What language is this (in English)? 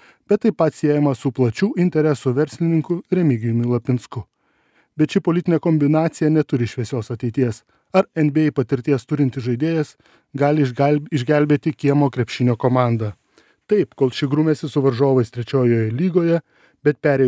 Lithuanian